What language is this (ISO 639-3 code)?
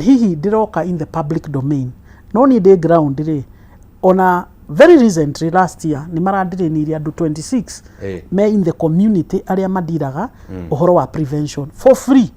kik